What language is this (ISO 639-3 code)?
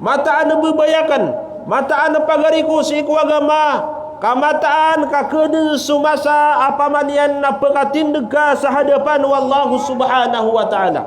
mrw